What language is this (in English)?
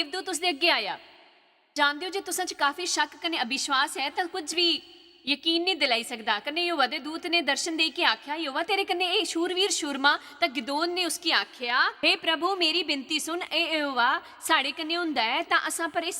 Dogri